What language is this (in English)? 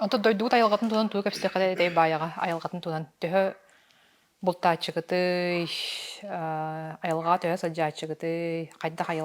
Yakut